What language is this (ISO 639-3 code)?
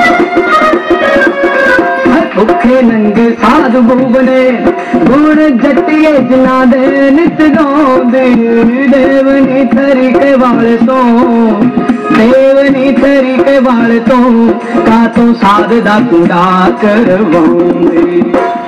pan